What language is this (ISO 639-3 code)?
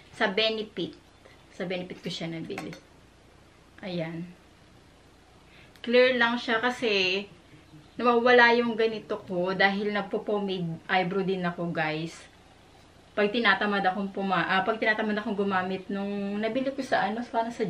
fil